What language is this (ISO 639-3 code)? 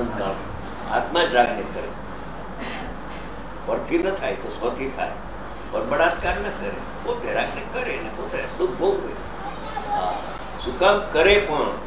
guj